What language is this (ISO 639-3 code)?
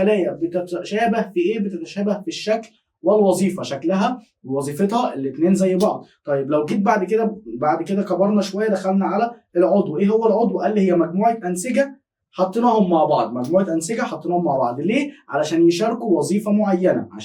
arz